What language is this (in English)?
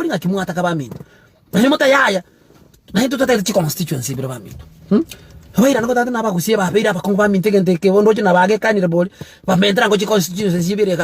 Gusii